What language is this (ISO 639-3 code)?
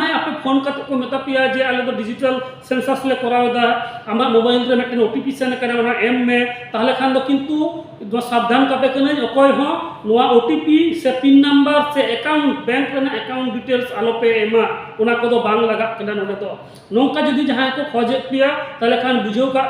sat